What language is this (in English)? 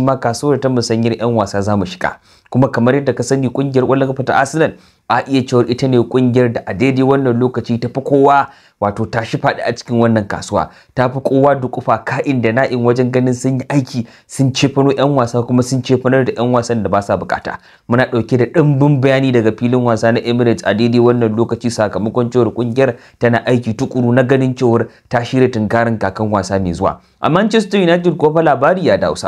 Hausa